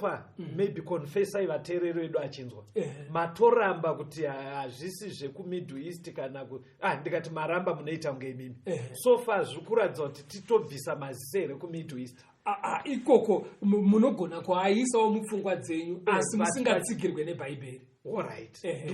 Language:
Shona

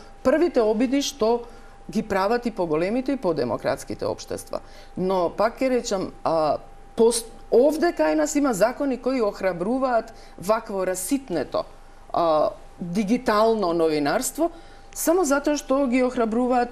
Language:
Macedonian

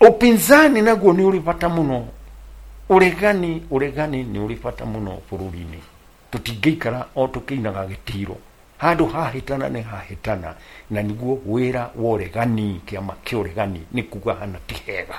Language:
Kikuyu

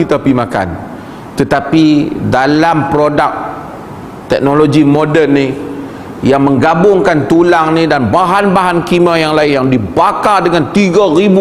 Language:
Malay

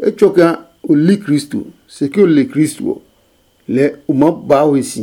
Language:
Adangme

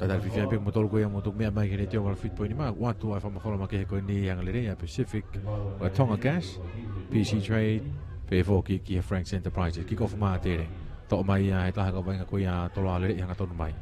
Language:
Tongan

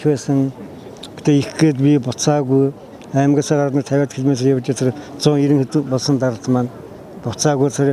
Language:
Mongolian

